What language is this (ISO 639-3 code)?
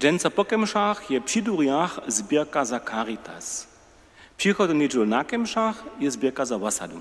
hsb